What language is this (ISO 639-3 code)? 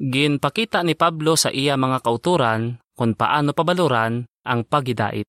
hil